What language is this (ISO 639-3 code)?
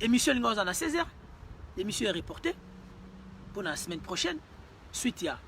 lin